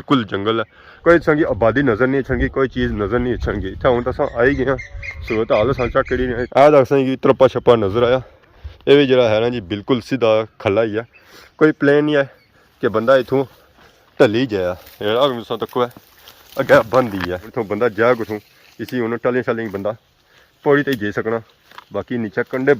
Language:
Pahari-Potwari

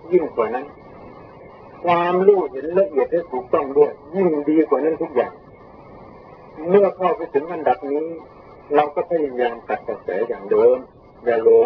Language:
Thai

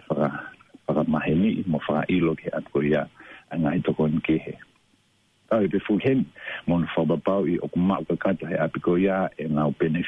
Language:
Tongan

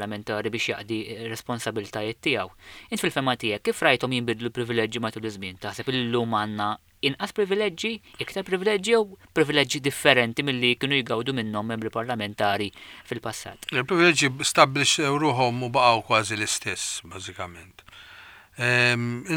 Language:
Maltese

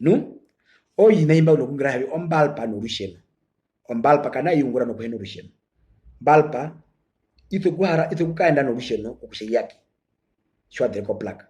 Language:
Herero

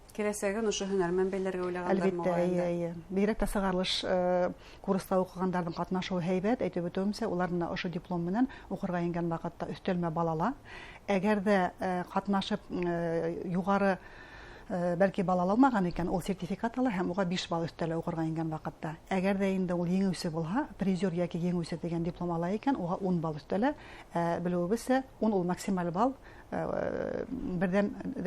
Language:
Bashkir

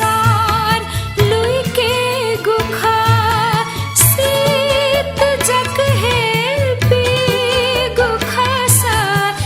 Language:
Newari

